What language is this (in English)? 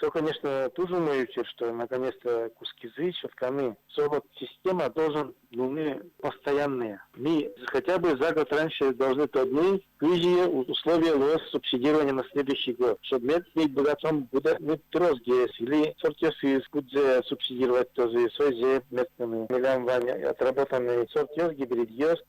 Udmurt